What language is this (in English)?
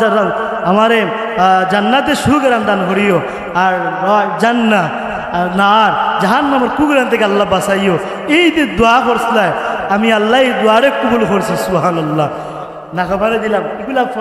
Sylheti